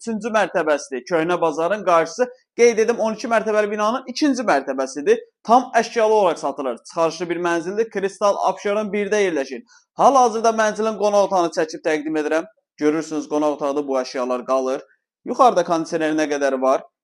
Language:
Azerbaijani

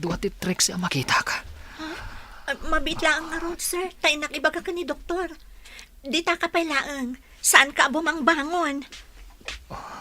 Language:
Iloko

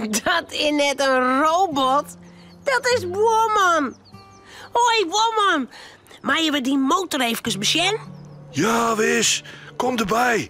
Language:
Western Frisian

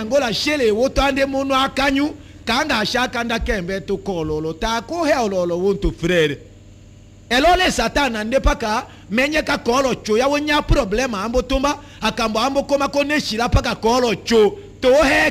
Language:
Tetela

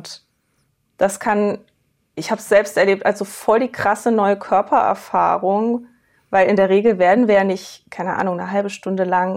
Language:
German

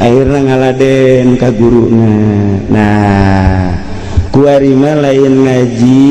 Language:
Sundanese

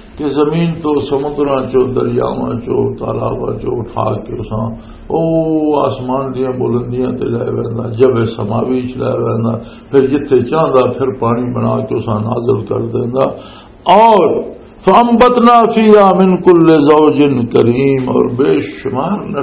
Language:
Western Panjabi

